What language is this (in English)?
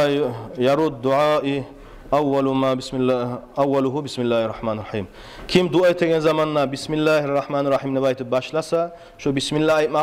Kumyk